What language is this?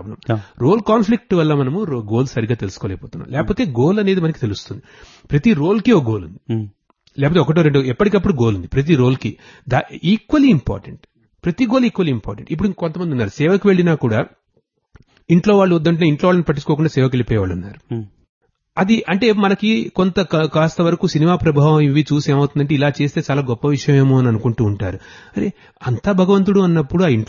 Telugu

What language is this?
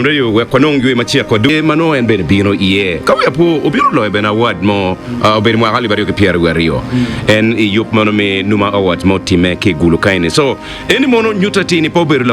Acoli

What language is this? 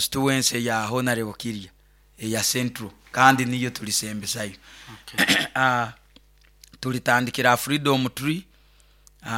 Nyoro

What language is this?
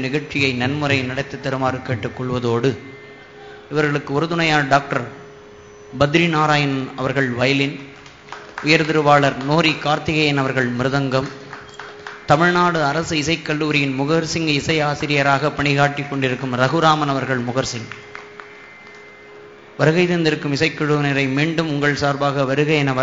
Tamil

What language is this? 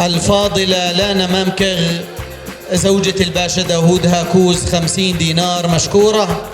North Levantine Arabic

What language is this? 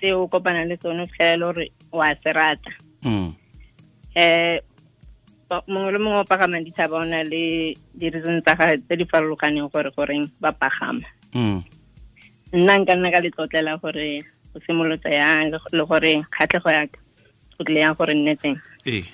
Tswana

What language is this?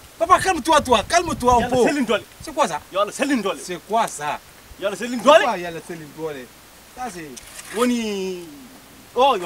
Fula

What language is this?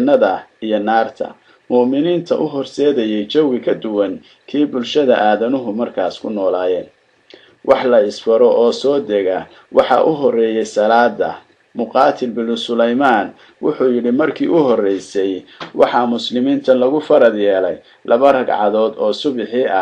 Somali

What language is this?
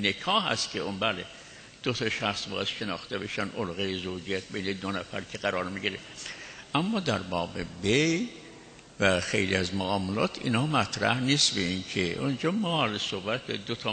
Persian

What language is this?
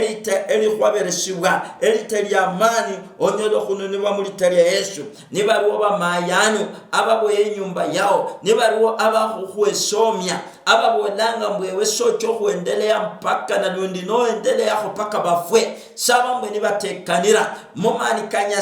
Luyia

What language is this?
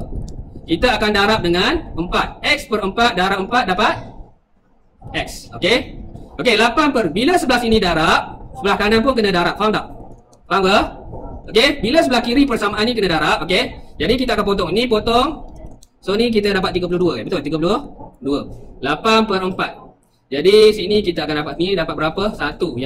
Malay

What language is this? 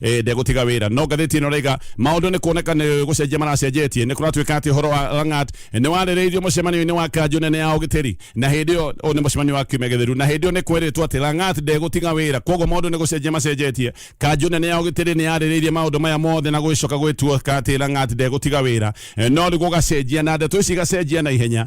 Kikuyu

